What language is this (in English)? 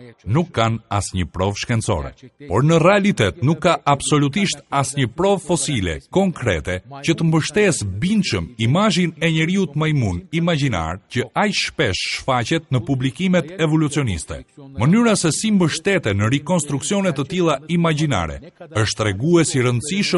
Albanian